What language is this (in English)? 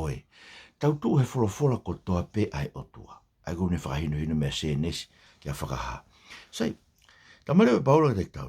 Tongan